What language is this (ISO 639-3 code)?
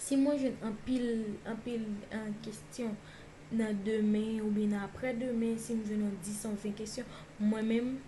hat